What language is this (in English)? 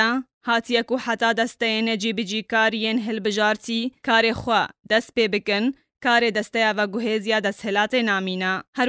Kurdish